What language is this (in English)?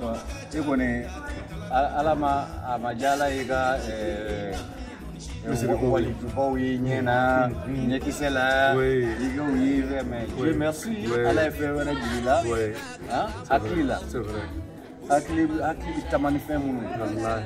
Bambara